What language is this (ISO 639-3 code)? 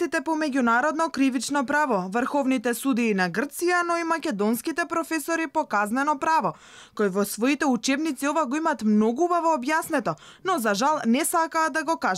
mkd